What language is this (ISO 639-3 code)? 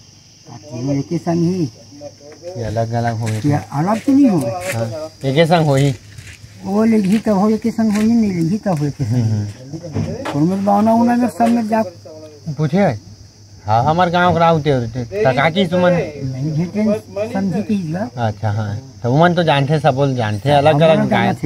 hne